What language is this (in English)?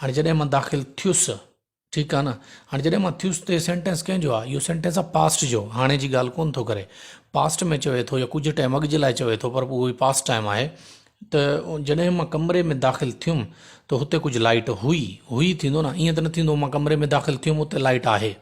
Sindhi